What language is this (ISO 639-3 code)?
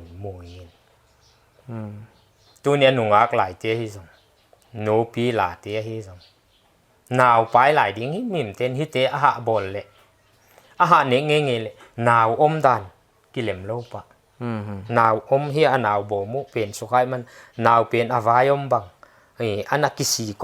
pck